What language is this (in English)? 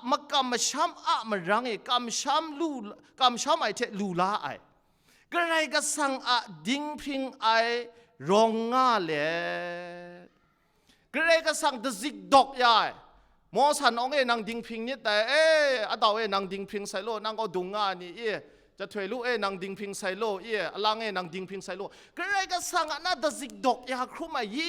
Kachin